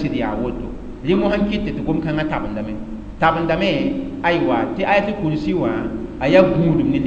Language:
Mossi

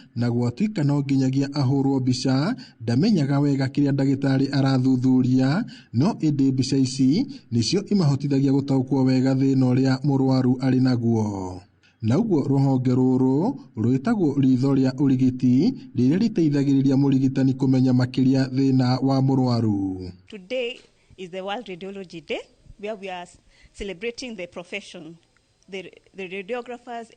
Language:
Kikuyu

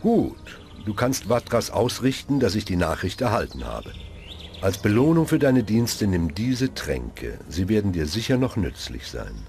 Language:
Bavarian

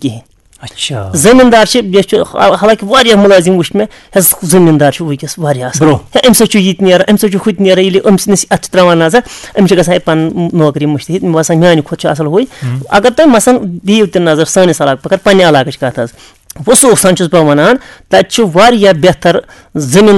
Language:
Kashmiri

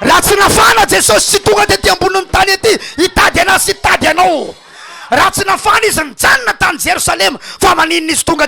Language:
Malagasy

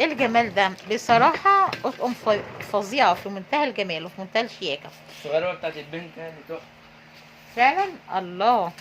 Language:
Egyptian Arabic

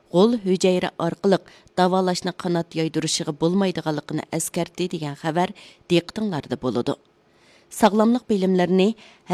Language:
Uyghur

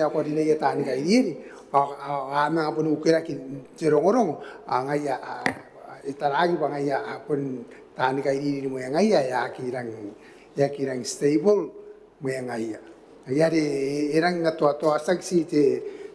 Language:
Gilbertese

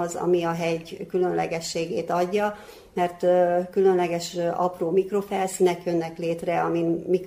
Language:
Hungarian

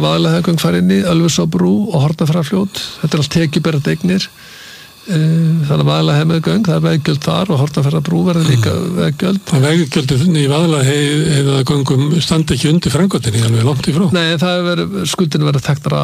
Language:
Icelandic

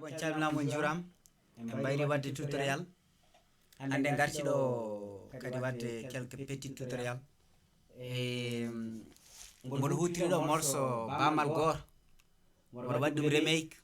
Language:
Fula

